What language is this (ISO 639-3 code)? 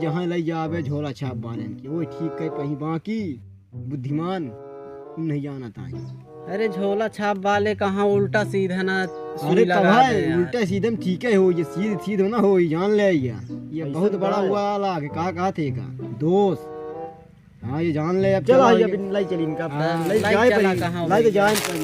awa